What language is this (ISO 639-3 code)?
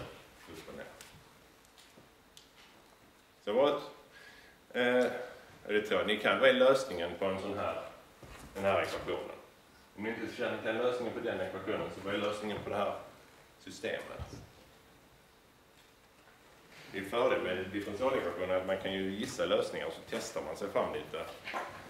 swe